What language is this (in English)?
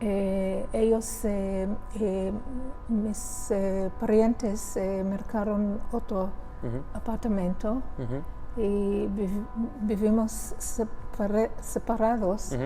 Ladino